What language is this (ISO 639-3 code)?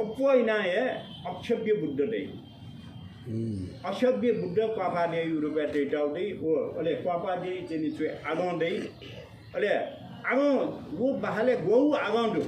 nep